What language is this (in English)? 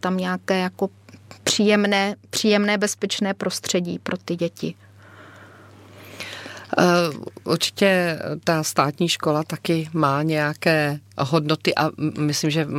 Czech